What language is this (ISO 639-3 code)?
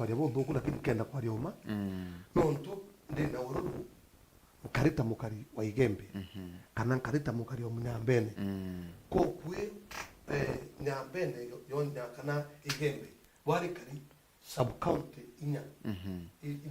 mer